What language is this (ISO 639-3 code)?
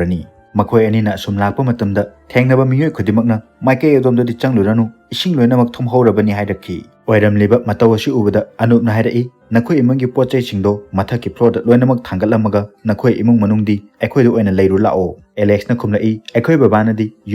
mni